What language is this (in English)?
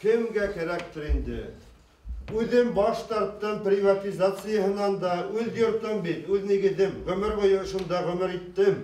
Bashkir